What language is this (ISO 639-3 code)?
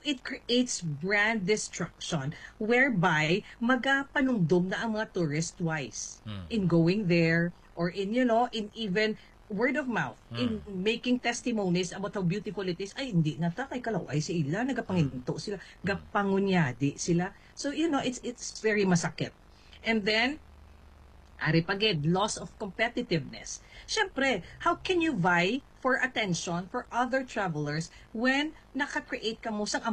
hil